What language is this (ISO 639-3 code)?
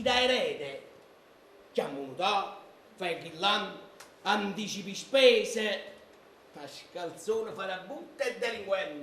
nap